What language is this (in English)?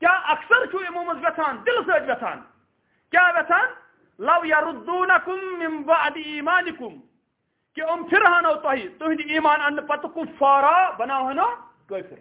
Kashmiri